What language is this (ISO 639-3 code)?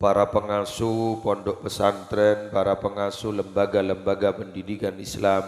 mad